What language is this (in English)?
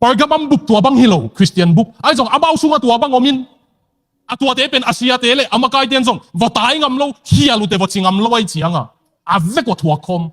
Tedim Chin